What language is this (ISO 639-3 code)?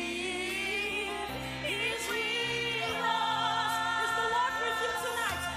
ewe